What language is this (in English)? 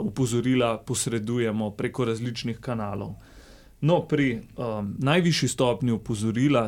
Slovenian